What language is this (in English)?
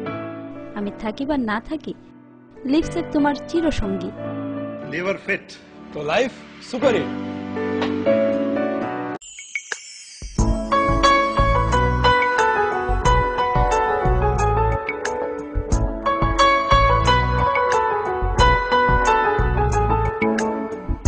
Bangla